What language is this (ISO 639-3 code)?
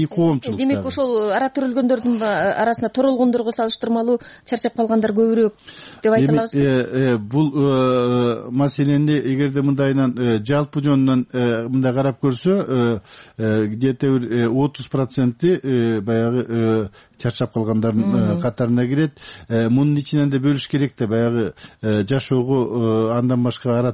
kir